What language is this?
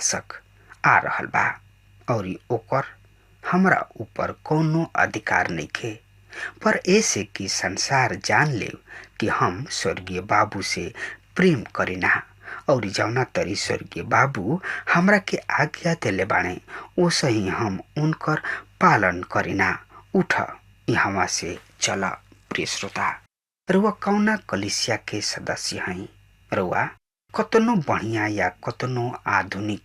Bhojpuri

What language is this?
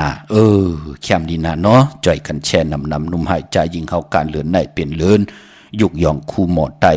Shan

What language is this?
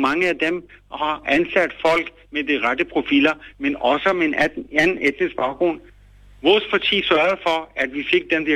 Danish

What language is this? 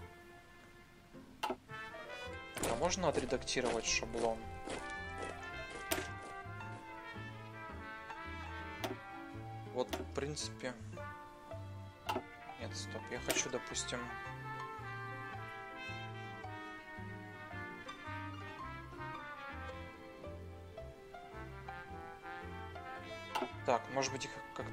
Russian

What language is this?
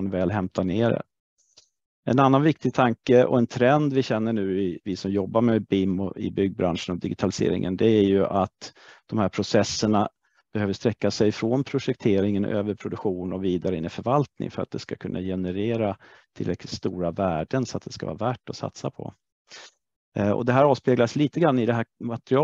Swedish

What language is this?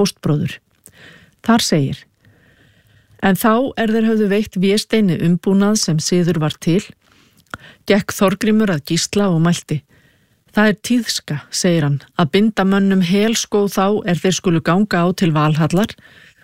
Icelandic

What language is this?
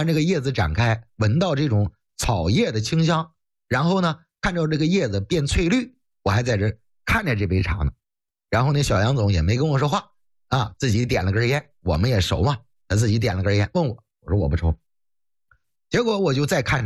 Chinese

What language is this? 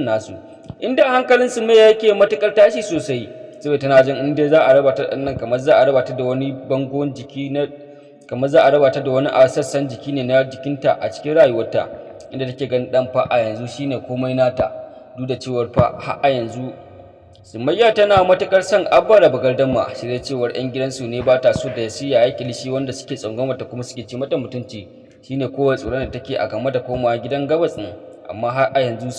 Hausa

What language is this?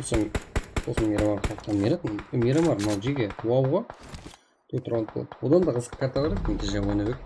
Kara-Kalpak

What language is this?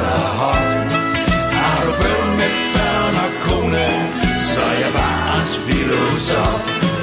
Danish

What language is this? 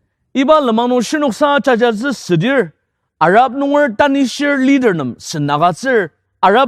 Ao Naga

